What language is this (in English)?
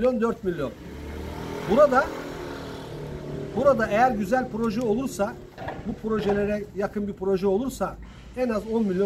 Turkish